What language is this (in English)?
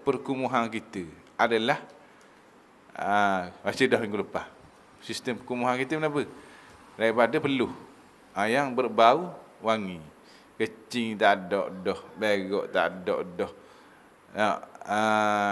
Malay